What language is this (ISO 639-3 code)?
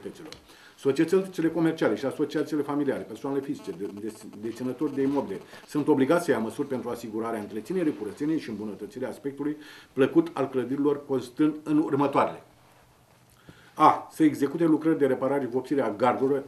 ron